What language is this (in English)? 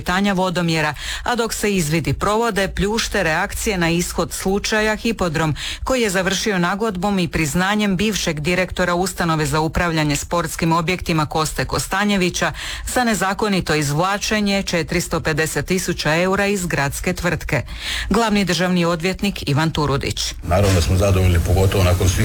Croatian